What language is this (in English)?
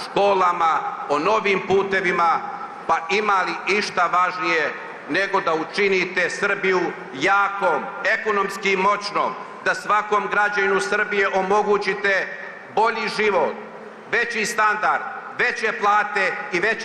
Serbian